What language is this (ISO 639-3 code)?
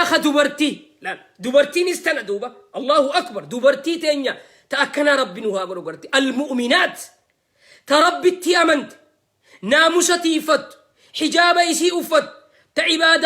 orm